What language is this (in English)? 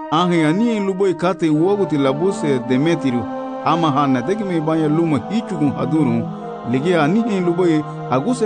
Garifuna